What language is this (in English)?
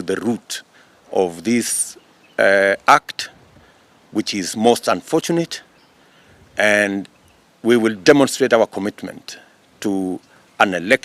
Gusii